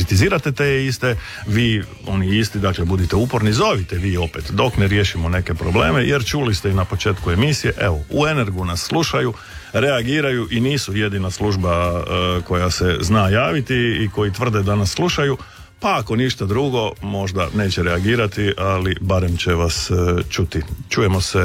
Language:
Croatian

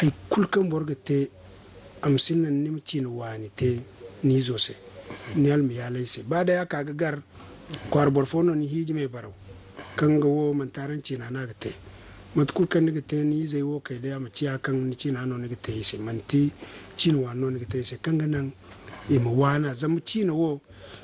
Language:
Zarma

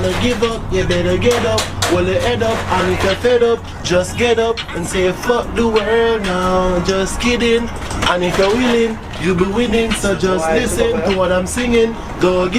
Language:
Jamaican Creole English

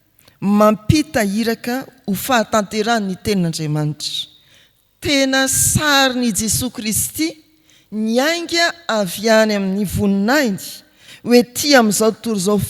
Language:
Malagasy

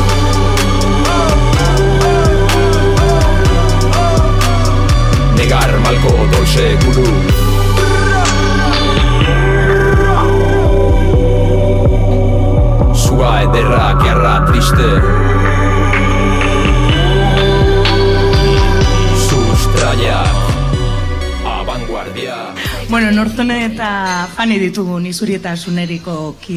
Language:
Basque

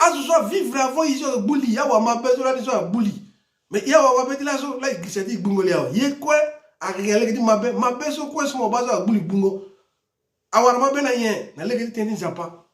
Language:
Sango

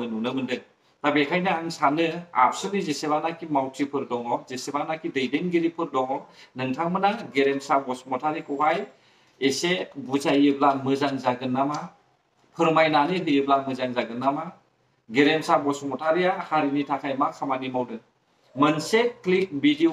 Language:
Bodo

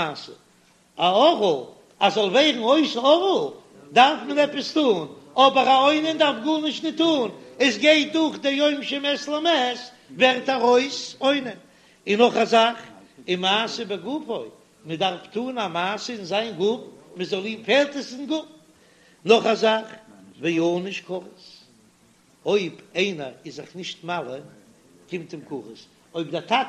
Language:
Yiddish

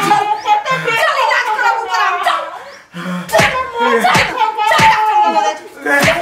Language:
Maithili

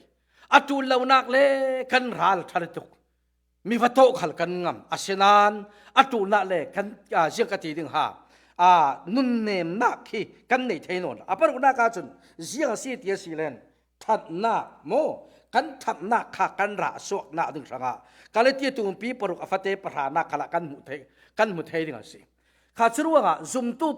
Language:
Falam Chin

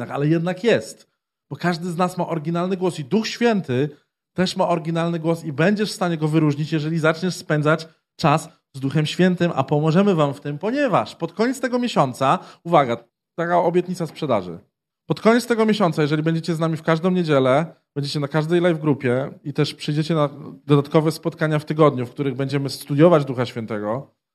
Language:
Polish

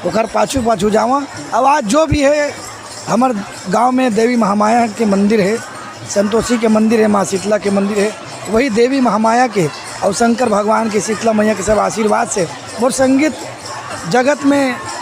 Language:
Chhattisgarhi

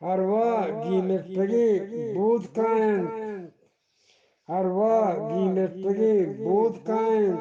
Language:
Eastern Balochi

